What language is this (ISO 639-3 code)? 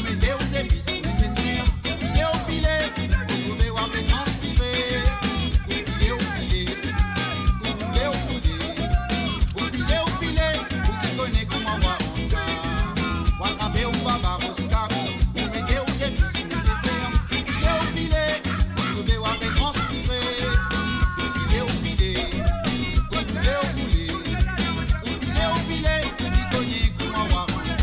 mfe